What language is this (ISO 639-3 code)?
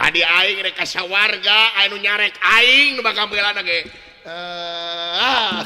sun